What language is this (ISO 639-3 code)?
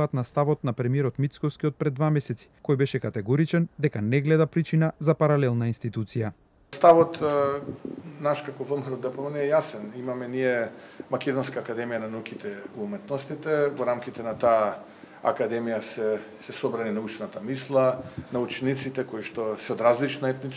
mkd